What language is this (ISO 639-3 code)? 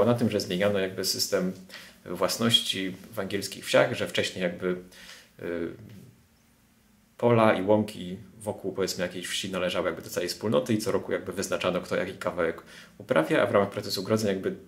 pol